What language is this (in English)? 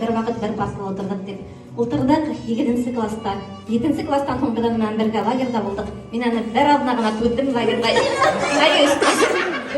Bashkir